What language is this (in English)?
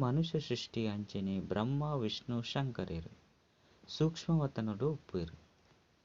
Tulu